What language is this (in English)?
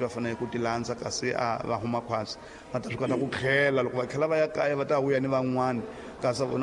Tsonga